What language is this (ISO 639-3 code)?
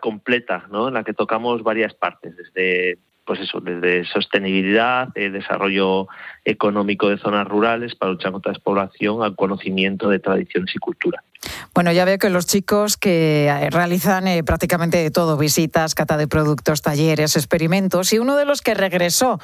spa